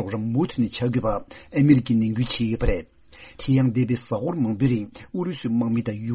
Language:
Tibetan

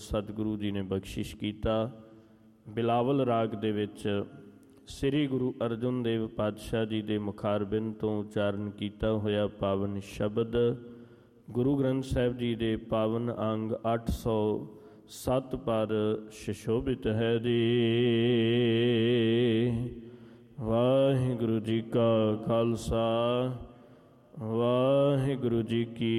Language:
Punjabi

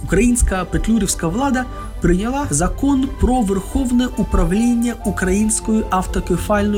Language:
Ukrainian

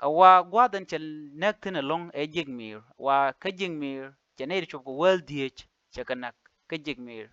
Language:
Nuer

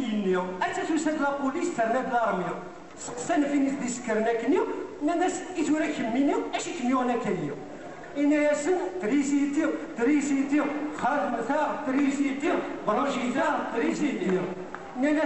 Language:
Kabyle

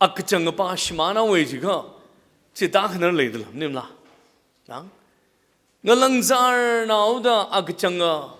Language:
Tangkhul Naga (India)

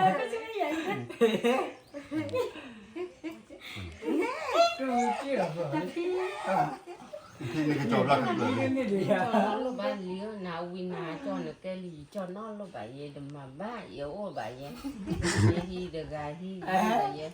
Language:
S'gaw Karen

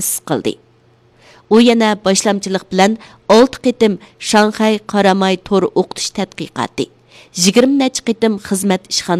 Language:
Uyghur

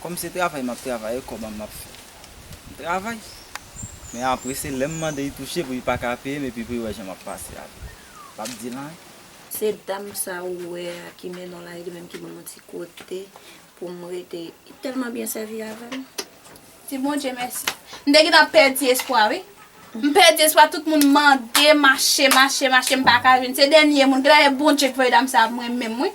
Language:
Haitian Creole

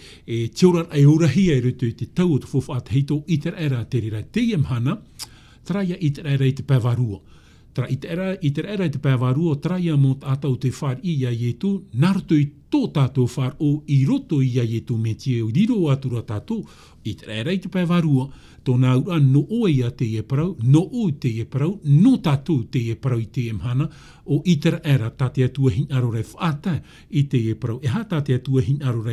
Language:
Tahitian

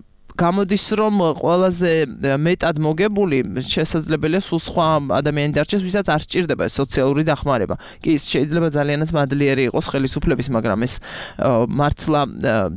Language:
Georgian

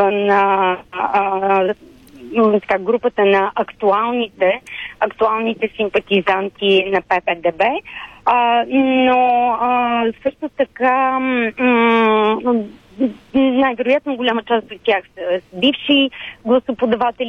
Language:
Bulgarian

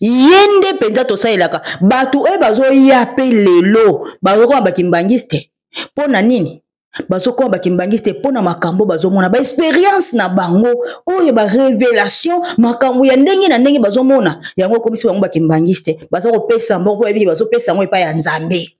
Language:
Lingala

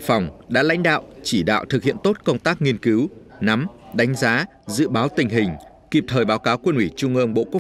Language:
Vietnamese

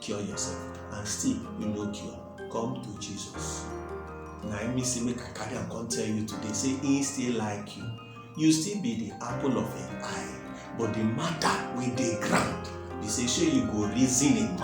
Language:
Nigerian Pidgin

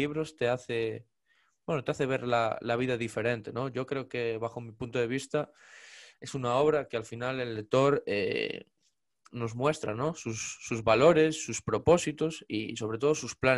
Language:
Spanish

